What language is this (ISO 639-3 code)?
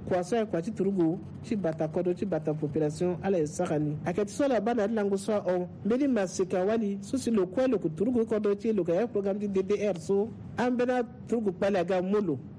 sag